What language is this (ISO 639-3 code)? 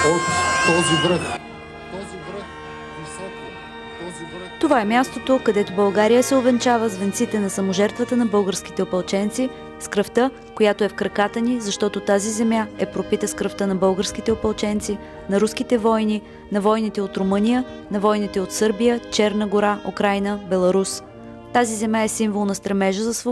bul